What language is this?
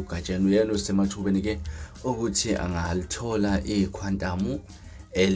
Zulu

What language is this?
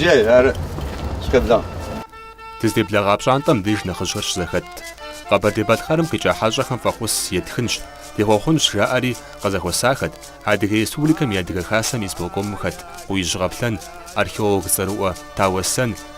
Kabardian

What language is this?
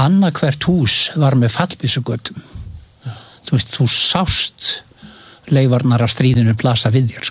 Icelandic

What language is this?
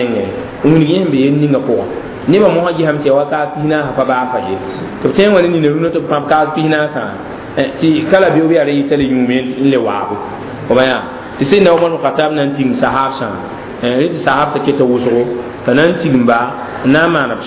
Mossi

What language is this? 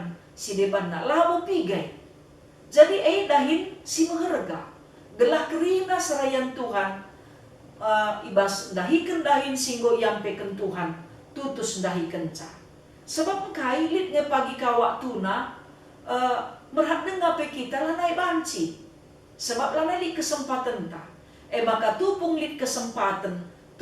Batak Karo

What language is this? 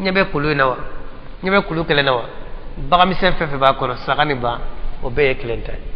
Bambara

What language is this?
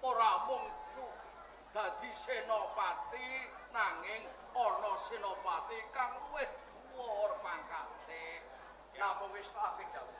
Javanese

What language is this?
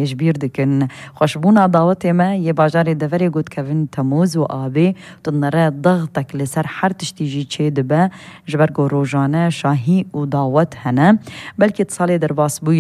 Kurdish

